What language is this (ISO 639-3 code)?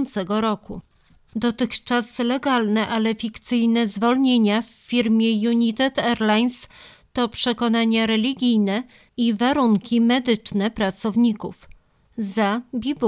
pol